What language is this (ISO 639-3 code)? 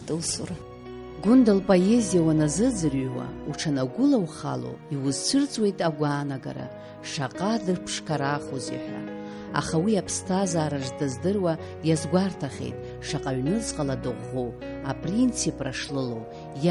abk